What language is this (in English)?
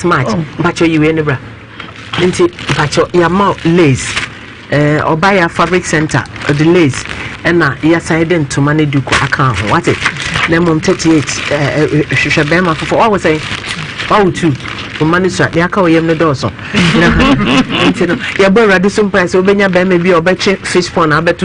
Akan